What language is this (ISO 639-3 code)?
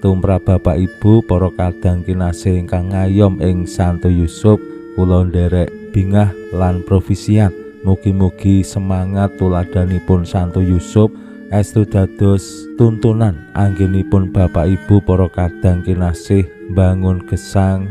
jav